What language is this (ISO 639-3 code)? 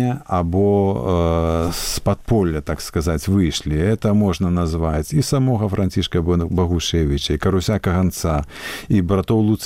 bel